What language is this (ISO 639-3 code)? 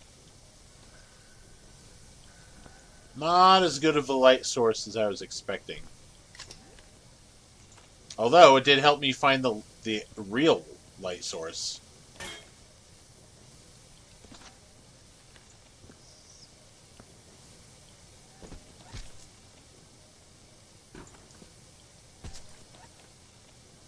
eng